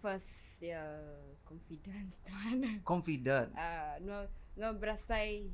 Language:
Iban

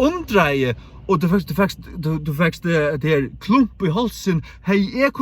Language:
Faroese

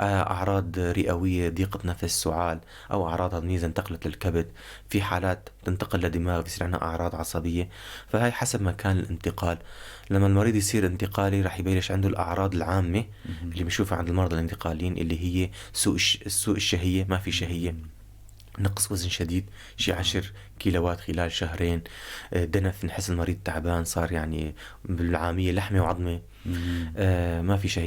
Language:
North Levantine Arabic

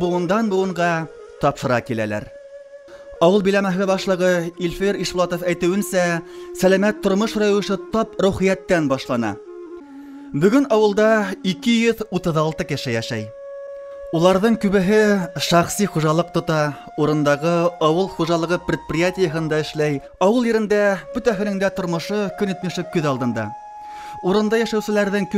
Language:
Bashkir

